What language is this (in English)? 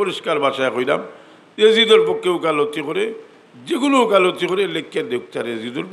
Sylheti